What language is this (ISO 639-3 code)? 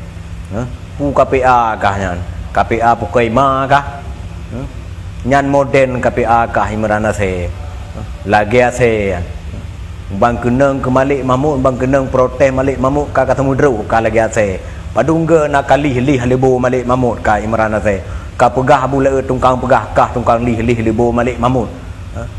ace